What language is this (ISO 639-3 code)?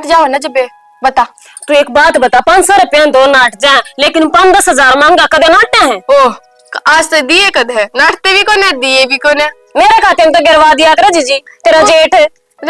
bgc